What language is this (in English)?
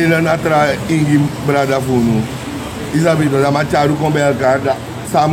Sranan Tongo